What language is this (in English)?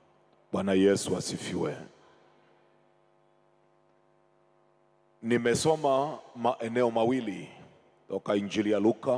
Swahili